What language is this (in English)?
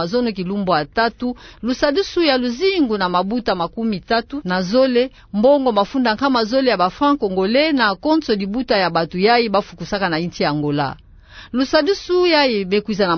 Kituba (Democratic Republic of Congo)